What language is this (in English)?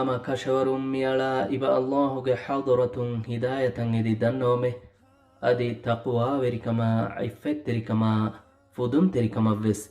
Divehi